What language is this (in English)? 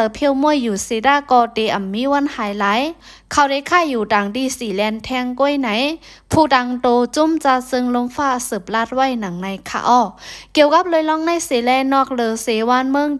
Shan